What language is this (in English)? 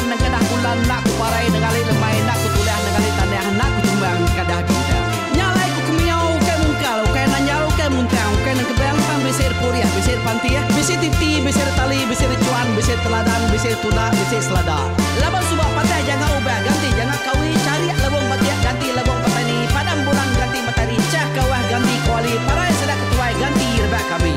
Iban